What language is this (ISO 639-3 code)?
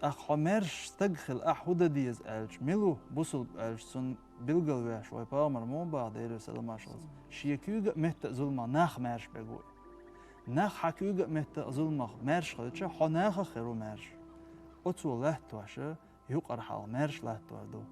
che